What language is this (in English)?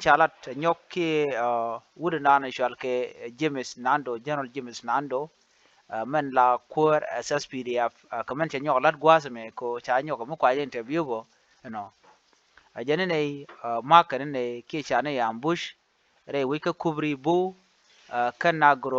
Nuer